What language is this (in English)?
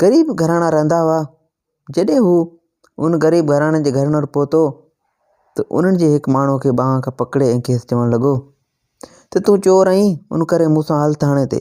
Sindhi